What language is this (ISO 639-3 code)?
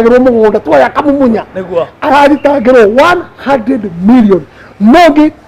kik